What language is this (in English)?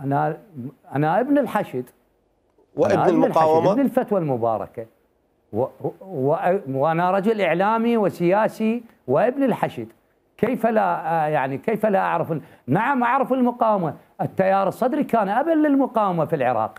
Mesopotamian Arabic